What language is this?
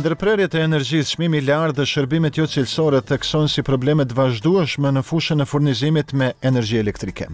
Albanian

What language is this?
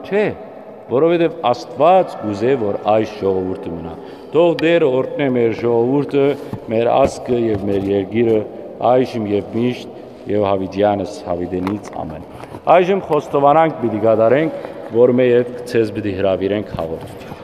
Western Armenian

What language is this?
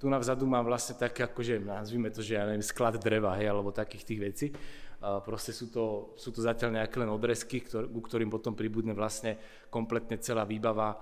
Slovak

